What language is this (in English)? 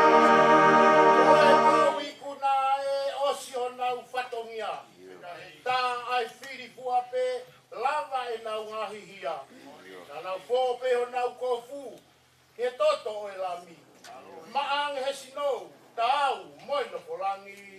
Tongan